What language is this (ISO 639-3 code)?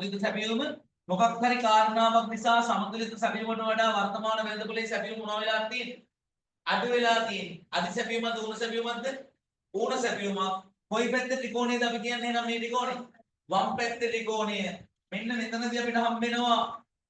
sin